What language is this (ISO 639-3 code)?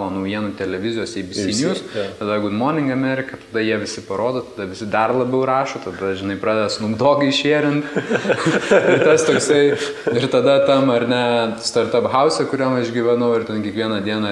lit